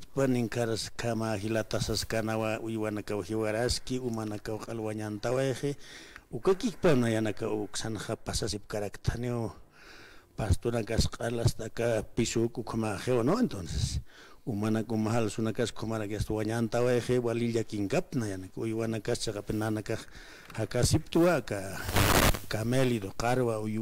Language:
Aymara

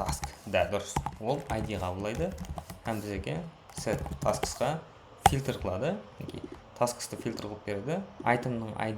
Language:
Kara-Kalpak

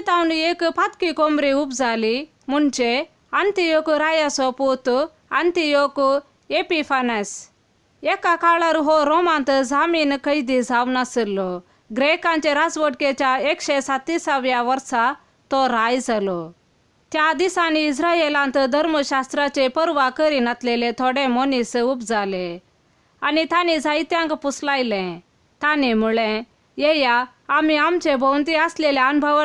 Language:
Konkani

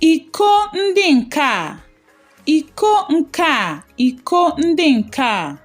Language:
Igbo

